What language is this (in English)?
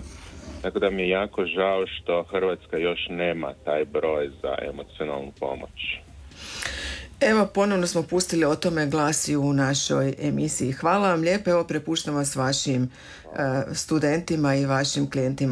Croatian